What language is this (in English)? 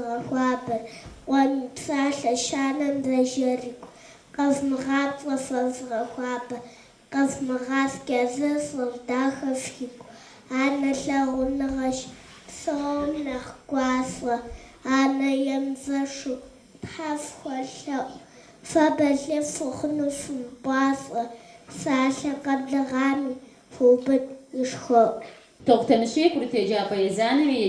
Kabardian